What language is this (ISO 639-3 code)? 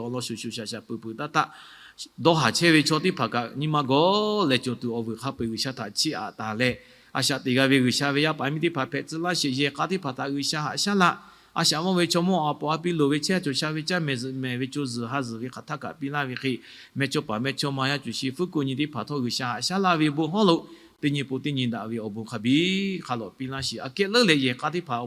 lhu